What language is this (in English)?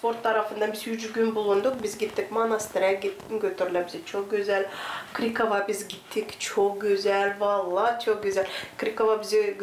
Gagauz